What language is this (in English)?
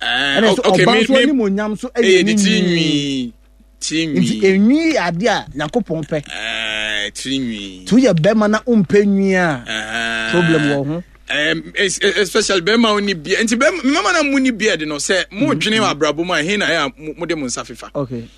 Akan